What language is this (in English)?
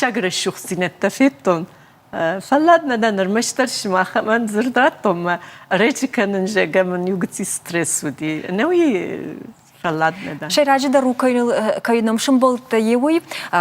Ossetic